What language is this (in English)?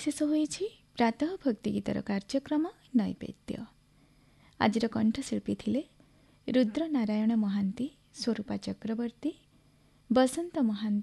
Odia